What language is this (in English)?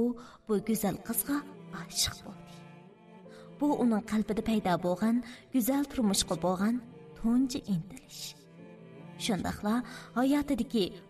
Uyghur